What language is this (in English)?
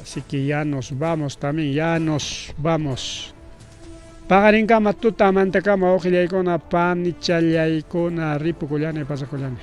Ayacucho Quechua